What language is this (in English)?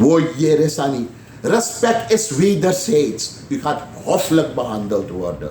Sranan Tongo